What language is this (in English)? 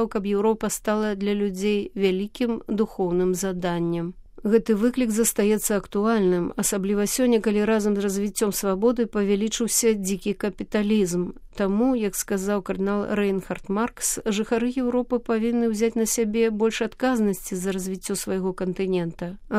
Belarusian